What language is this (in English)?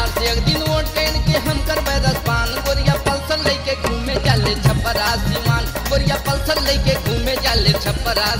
Bhojpuri